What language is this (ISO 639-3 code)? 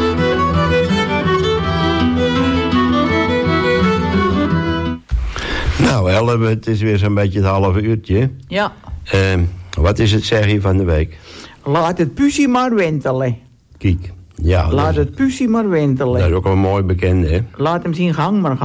nld